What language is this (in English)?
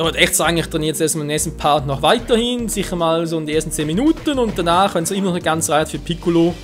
Swiss German